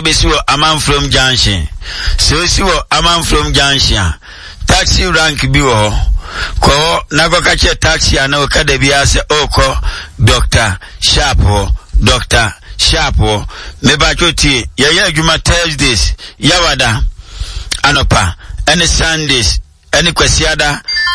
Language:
Akan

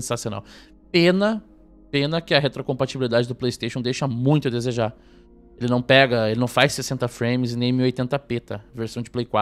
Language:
Portuguese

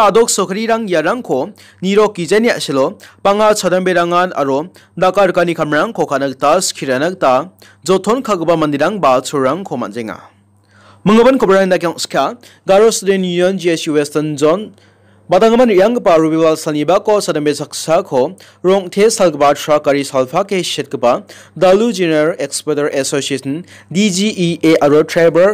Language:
Garo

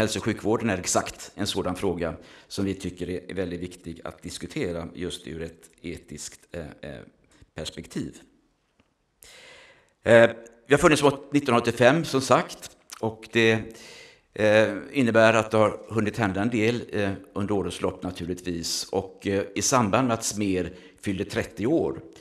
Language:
Swedish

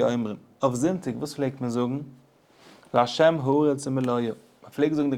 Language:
Yiddish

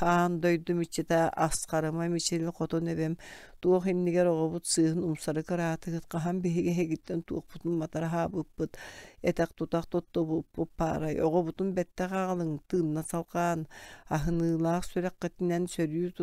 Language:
Yakut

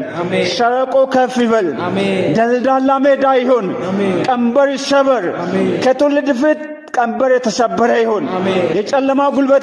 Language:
Amharic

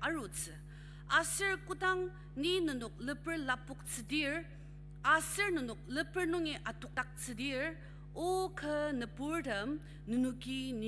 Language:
Ao Naga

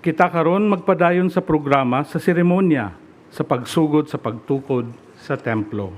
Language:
Cebuano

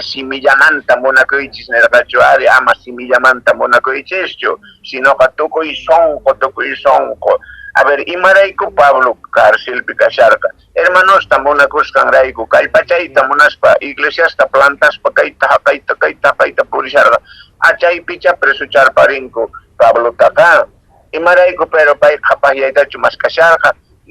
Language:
Quechua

